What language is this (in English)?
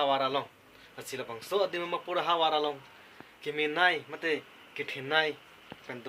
Karbi